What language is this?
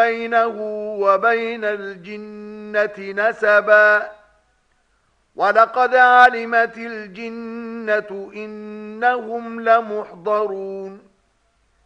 Arabic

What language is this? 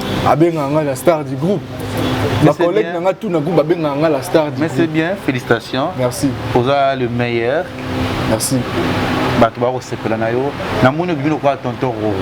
Lingala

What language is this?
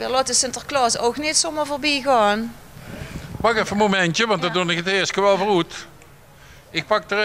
Limburgish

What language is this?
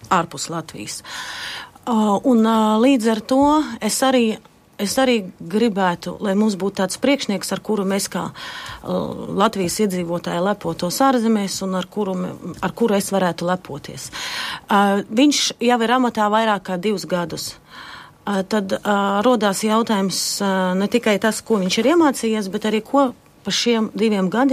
Latvian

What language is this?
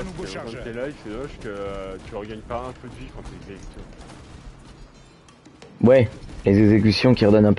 French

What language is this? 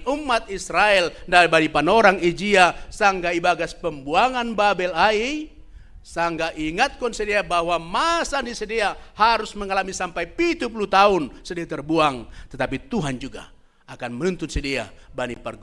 Batak Simalungun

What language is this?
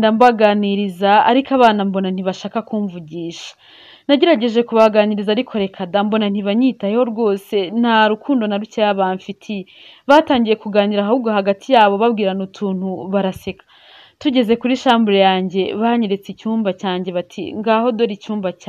Kinyarwanda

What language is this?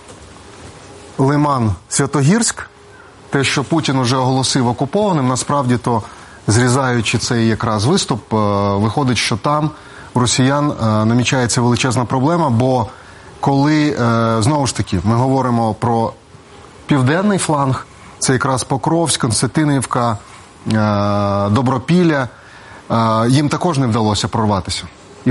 Ukrainian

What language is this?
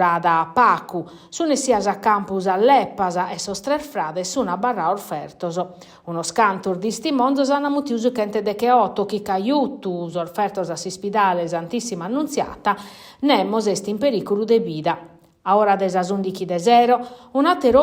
Sardinian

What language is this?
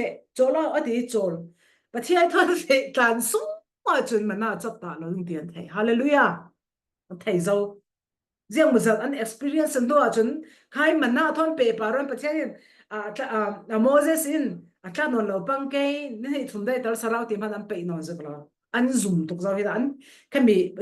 Falam Chin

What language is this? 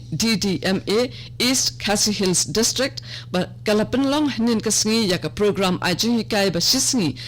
Khasi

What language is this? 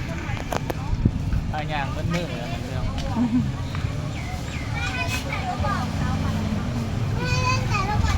Lao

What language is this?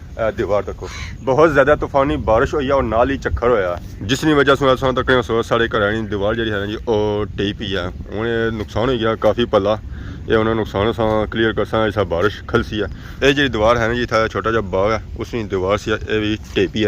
Pahari-Potwari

